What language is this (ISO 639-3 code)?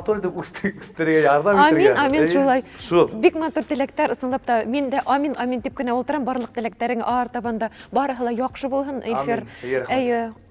bak